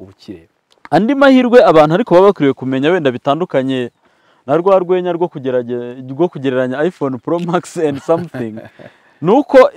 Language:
Kinyarwanda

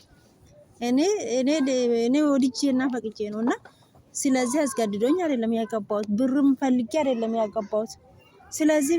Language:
Amharic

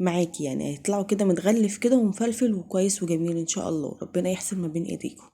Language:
Egyptian Arabic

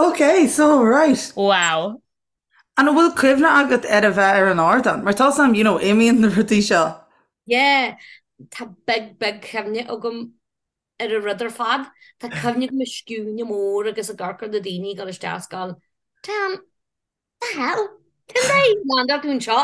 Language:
Irish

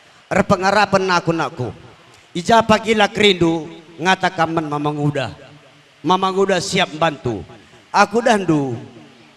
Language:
Batak Karo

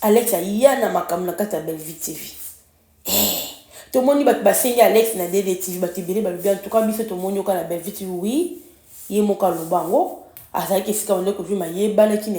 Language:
Lingala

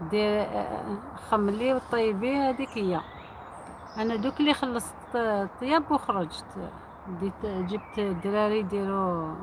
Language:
Algerian Arabic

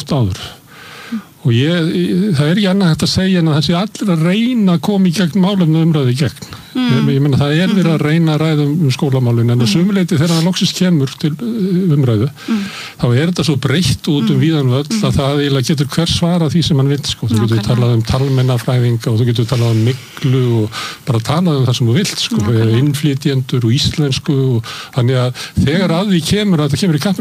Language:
Icelandic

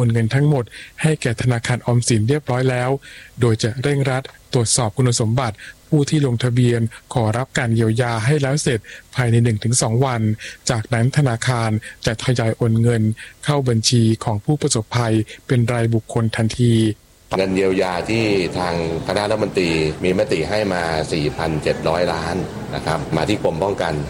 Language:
Thai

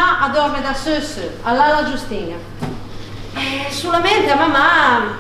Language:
Ligurian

